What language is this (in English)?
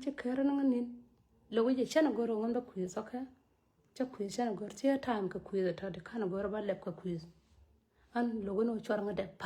Nuer